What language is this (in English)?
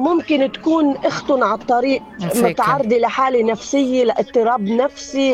North Levantine Arabic